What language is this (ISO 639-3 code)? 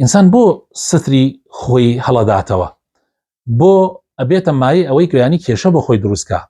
ckb